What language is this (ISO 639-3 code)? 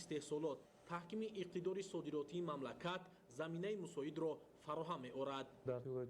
tgk